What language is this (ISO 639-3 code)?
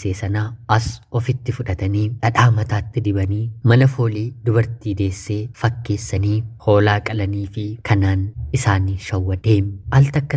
orm